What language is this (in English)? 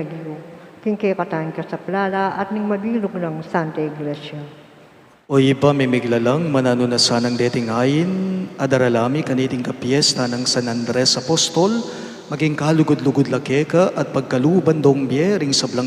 Pampanga